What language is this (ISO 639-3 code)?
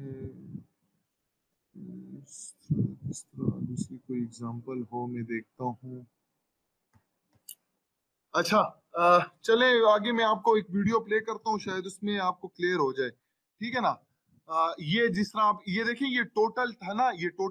hin